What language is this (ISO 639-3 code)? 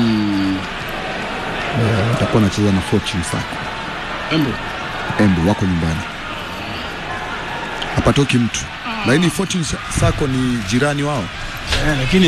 swa